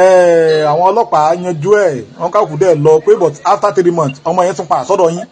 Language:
Yoruba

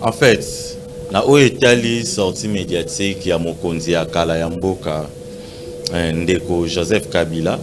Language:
Lingala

